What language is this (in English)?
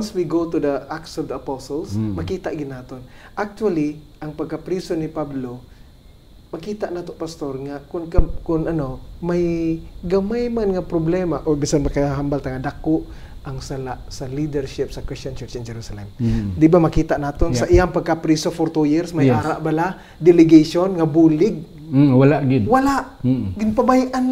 Hiligaynon